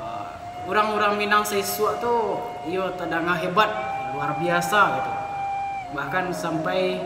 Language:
Minangkabau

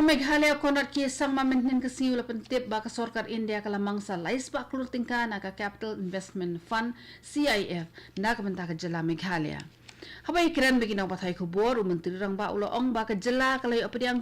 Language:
Khasi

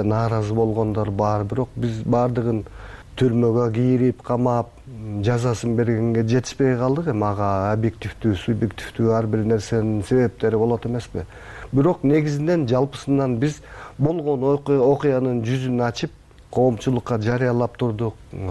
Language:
Kyrgyz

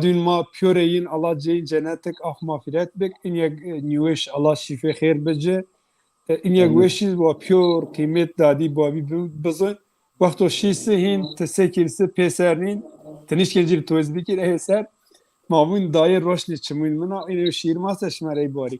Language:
Zaza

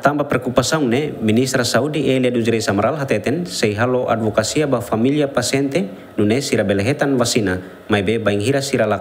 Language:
Tetum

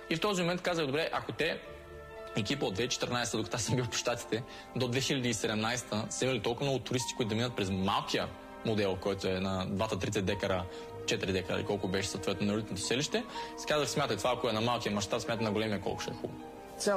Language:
Bulgarian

